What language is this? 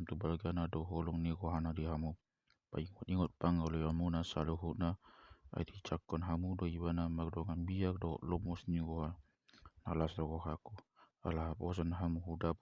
Batak Toba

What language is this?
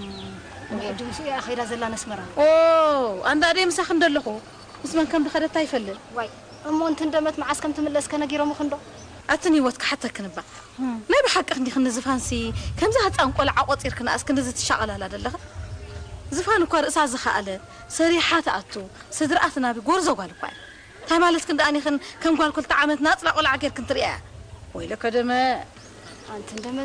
Tigrinya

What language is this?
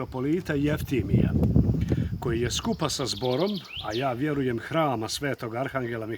Bosnian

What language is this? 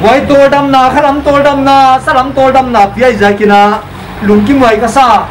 Paite Chin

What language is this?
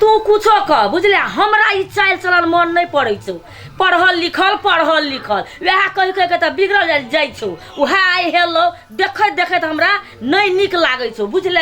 Maithili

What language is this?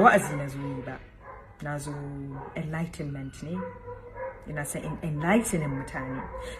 Hausa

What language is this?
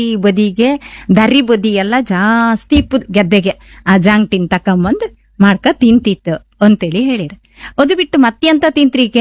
Kannada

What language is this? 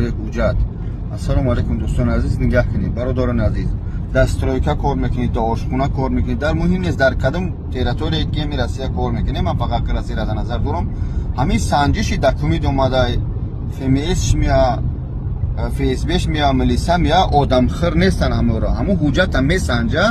Tajik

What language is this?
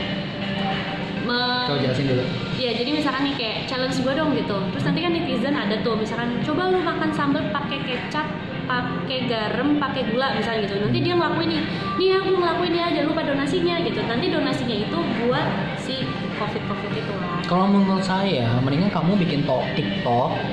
Indonesian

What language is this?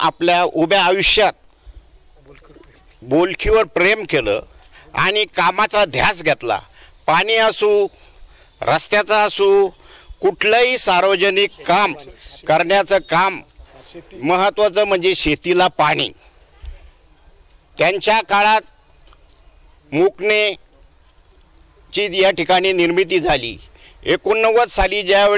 Marathi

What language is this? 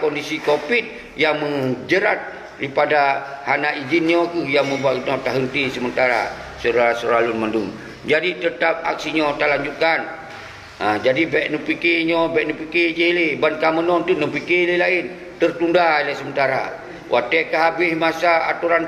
Achinese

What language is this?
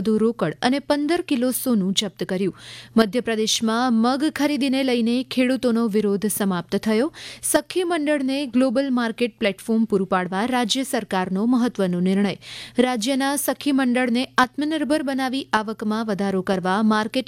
Gujarati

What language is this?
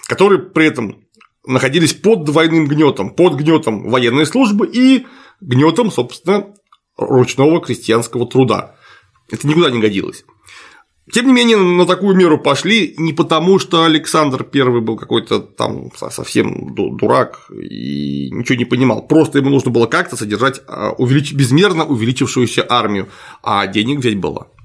Russian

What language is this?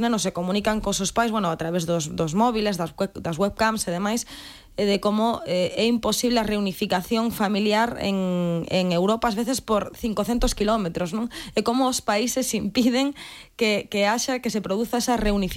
Galician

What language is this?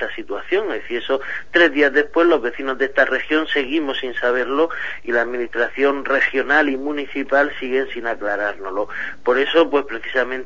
Spanish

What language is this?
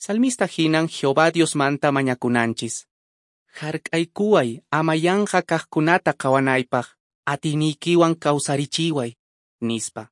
Quechua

